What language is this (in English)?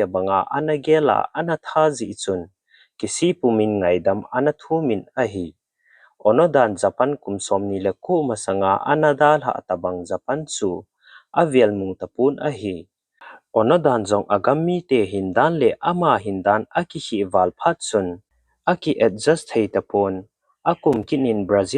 Thado Chin